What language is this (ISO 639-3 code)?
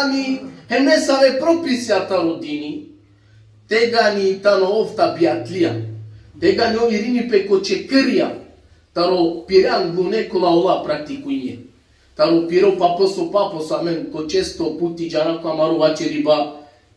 rmn